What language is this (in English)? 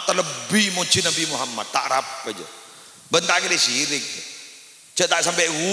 Madurese